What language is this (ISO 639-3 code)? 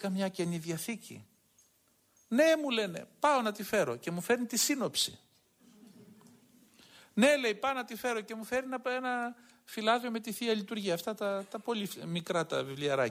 ell